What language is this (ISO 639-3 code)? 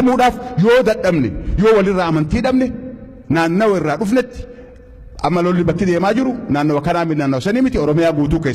orm